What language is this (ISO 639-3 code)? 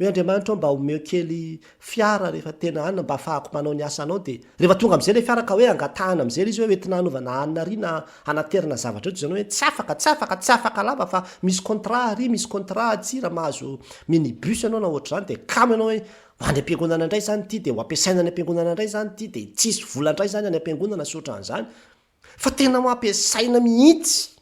mlg